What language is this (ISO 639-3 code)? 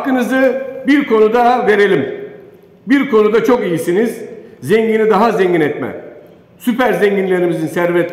tur